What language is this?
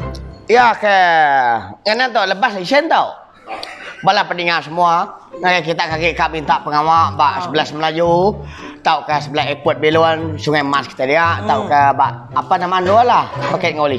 Iban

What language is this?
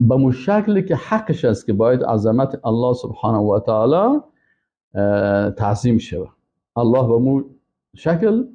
Persian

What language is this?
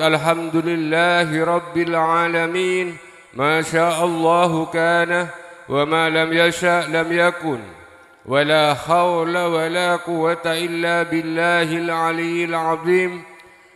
Madurese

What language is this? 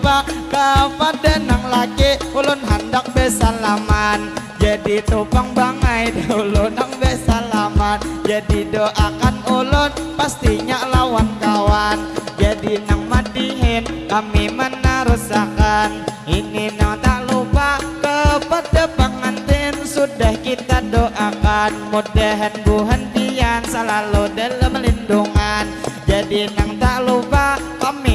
Banjar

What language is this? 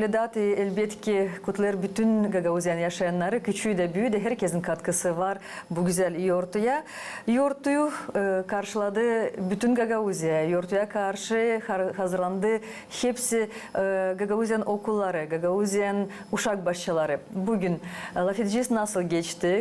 Gagauz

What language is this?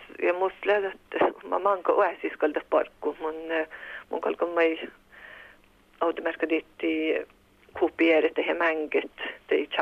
Finnish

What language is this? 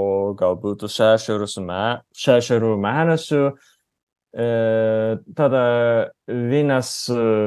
Lithuanian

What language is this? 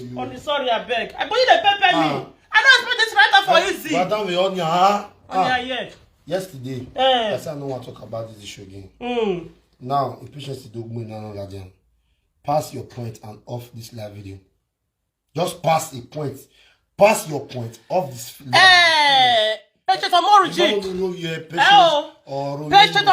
Nigerian Pidgin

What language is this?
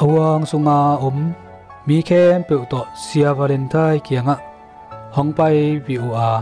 Tedim Chin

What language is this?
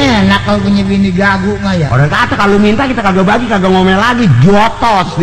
Betawi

